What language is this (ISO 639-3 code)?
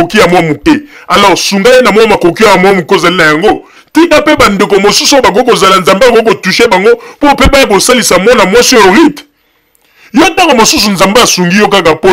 lin